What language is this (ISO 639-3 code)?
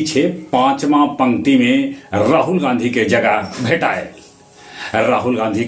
mag